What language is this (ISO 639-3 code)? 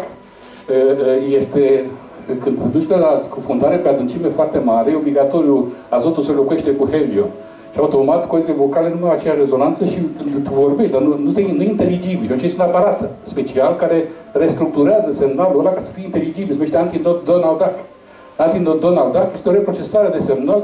ron